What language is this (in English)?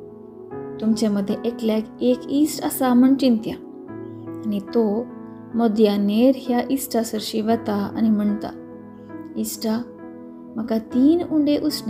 Konkani